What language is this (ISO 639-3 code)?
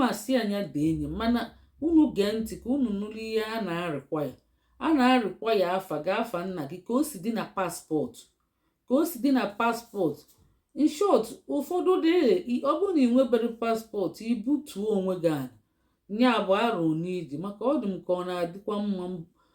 ibo